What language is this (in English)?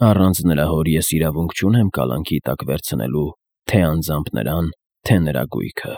Armenian